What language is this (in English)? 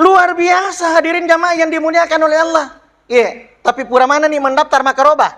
Buginese